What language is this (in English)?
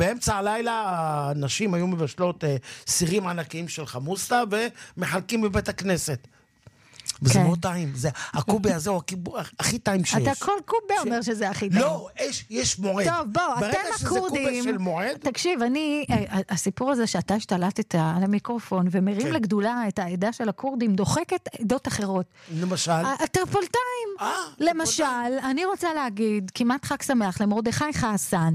Hebrew